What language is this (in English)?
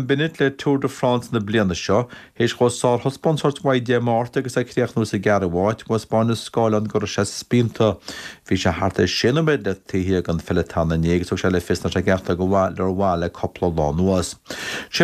Irish